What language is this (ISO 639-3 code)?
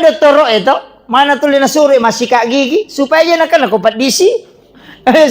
bug